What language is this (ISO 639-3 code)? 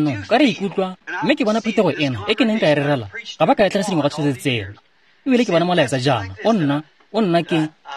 tsn